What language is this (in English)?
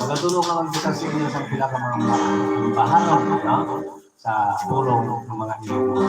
Hiligaynon